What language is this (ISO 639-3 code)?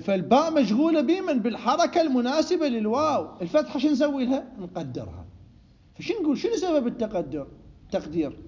acm